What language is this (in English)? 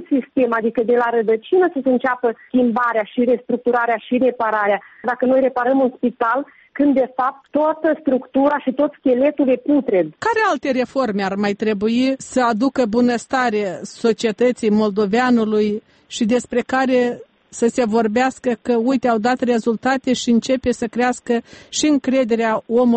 Romanian